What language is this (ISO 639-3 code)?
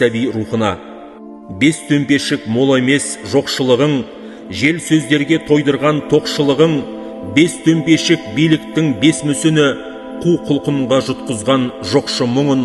kaz